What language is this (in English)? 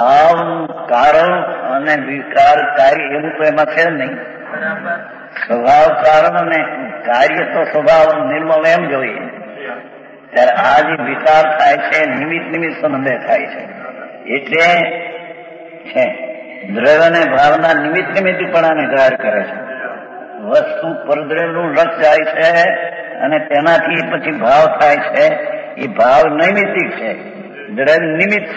Gujarati